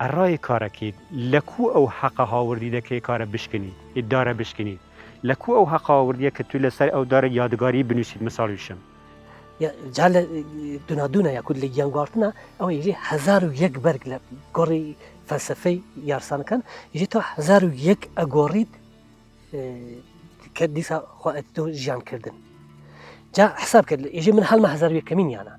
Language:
Kurdish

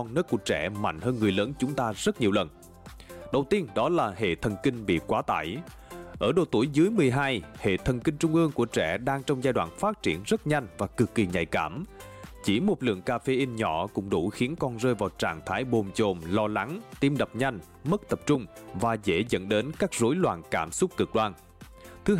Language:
Vietnamese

